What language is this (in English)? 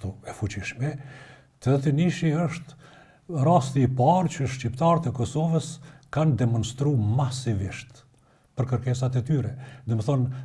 Albanian